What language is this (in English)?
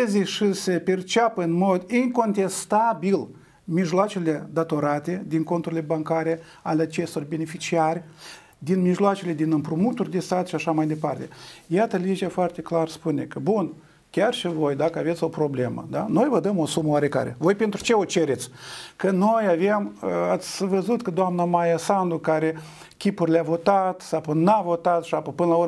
Romanian